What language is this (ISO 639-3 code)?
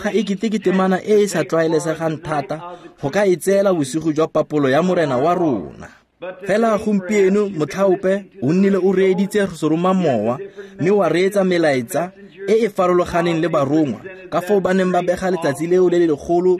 tsn